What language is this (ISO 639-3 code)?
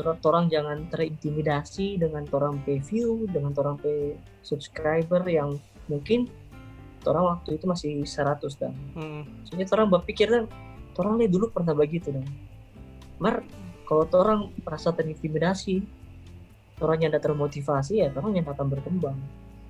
xmm